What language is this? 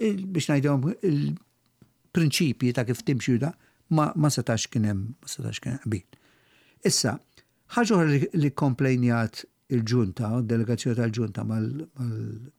Maltese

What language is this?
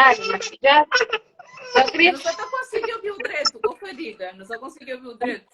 Kabuverdianu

